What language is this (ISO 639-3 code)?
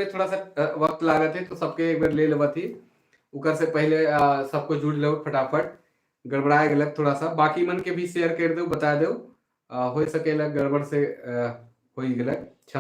sck